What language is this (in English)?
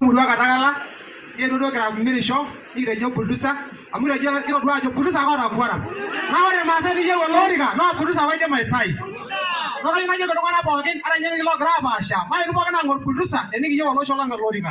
Masai